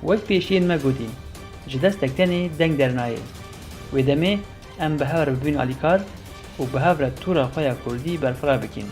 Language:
Kurdish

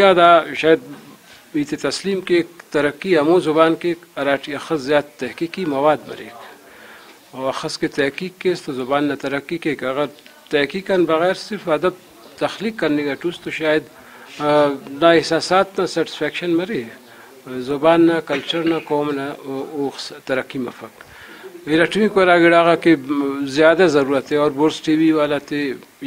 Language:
Brahui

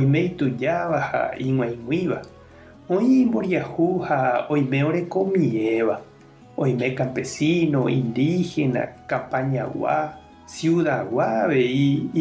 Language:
Guarani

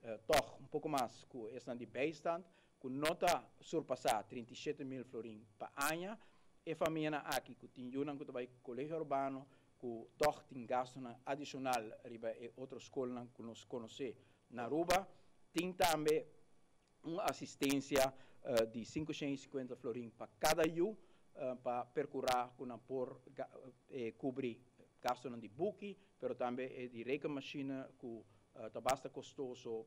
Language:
Papiamento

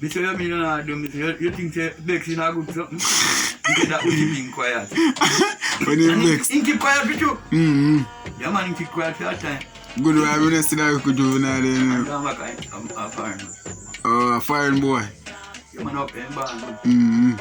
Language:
Jamaican Creole English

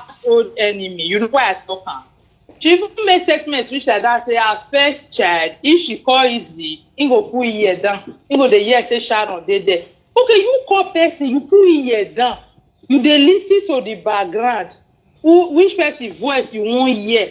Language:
Nigerian Pidgin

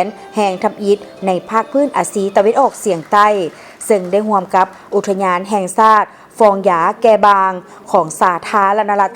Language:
Lao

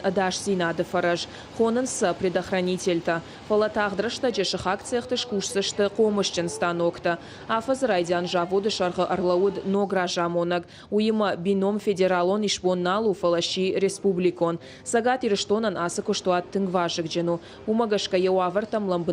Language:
Ossetic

